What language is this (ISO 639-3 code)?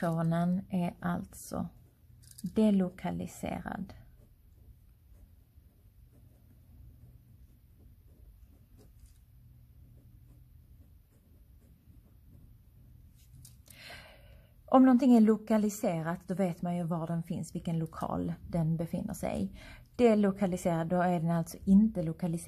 swe